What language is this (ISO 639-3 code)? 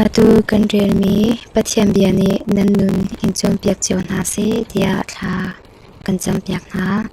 cnh